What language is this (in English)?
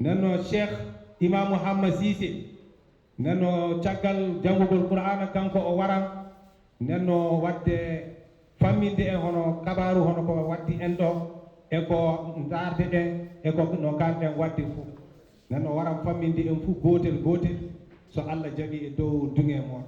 Fula